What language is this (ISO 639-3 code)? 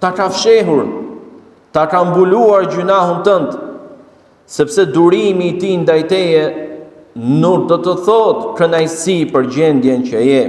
sqi